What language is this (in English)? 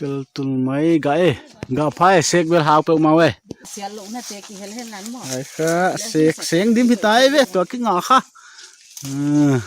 Paite Chin